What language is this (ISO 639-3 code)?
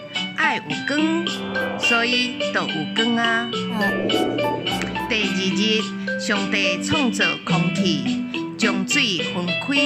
nan